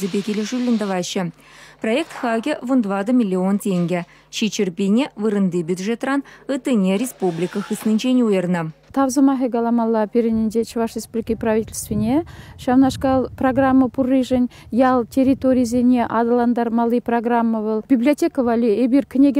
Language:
Chuvash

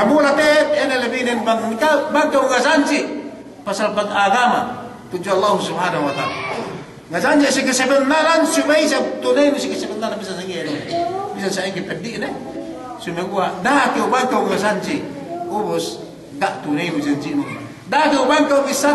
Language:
Yakan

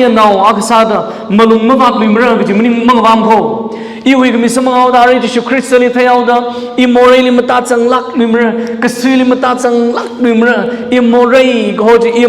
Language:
Tangkhul Naga (India)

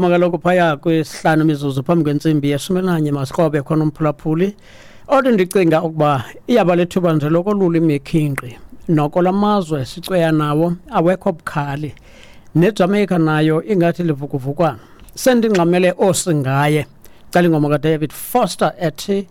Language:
Xhosa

